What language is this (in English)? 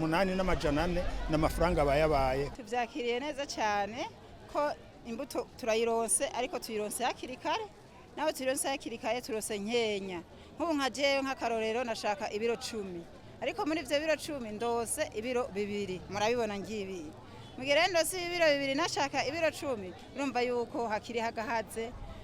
Rundi